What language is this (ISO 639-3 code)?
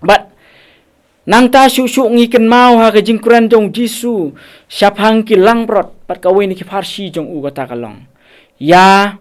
kha